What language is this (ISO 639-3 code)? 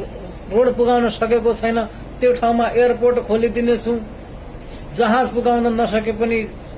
nep